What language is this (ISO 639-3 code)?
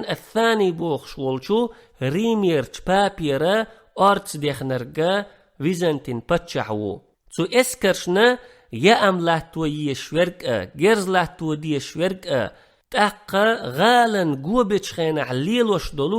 che